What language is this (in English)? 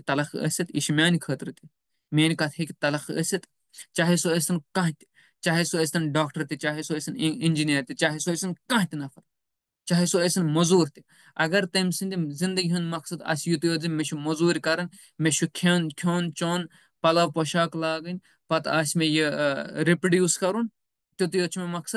Kashmiri